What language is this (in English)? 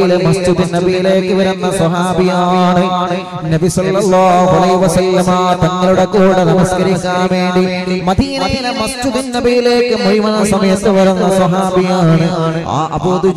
Malayalam